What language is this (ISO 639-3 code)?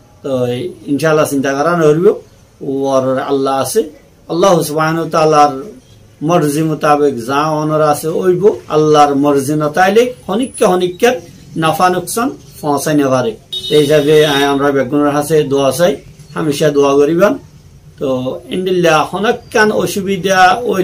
rhg